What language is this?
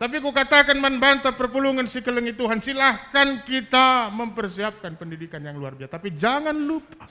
Batak Karo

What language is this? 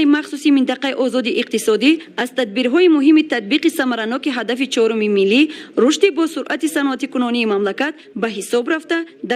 Tajik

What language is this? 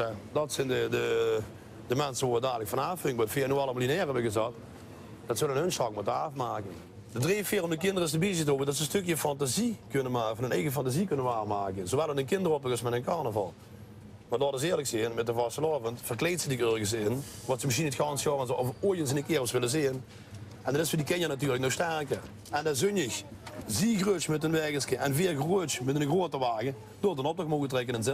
Limburgish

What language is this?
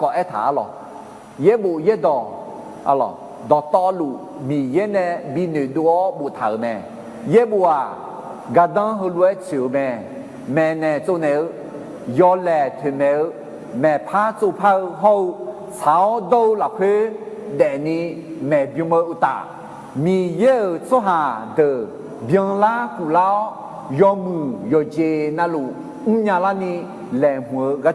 Akha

